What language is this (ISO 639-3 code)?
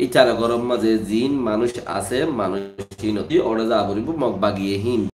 rhg